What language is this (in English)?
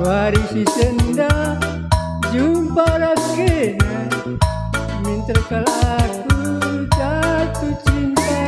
Batak Karo